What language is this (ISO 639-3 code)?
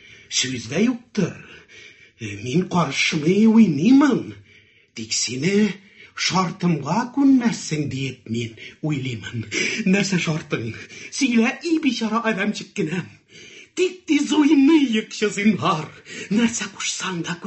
tat